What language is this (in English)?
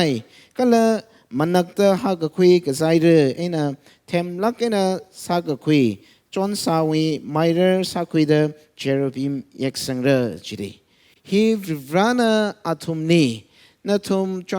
Tangkhul Naga (India)